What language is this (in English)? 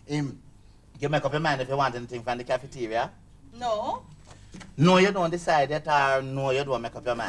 Jamaican Creole English